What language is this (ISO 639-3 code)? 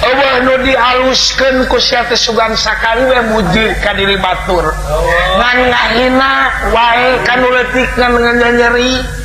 sun